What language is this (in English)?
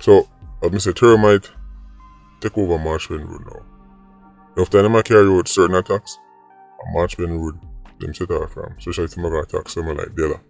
Jamaican Creole English